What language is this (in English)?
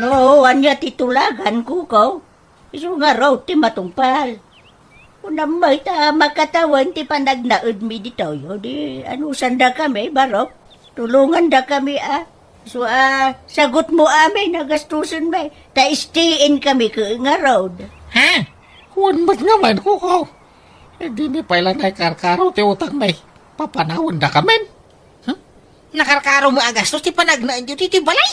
Iloko